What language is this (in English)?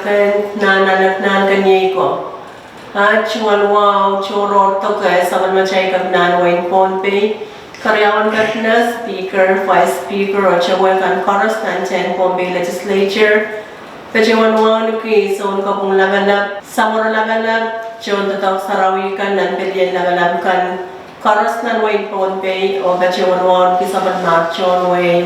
Pohnpeian